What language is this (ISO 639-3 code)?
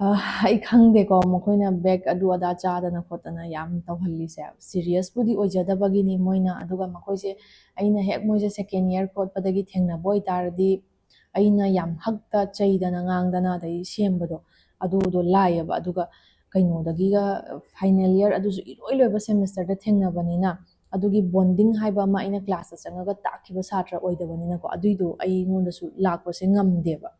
mni